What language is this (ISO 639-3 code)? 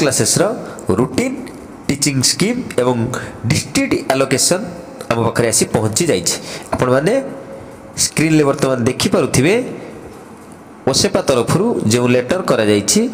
ori